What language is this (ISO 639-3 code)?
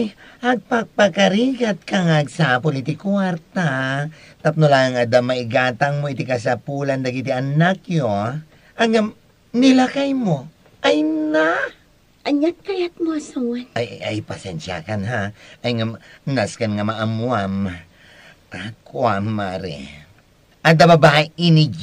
ilo